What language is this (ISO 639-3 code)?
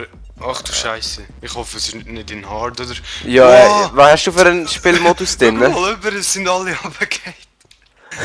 gsw